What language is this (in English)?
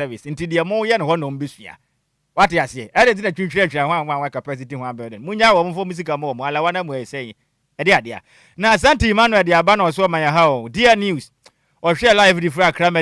Akan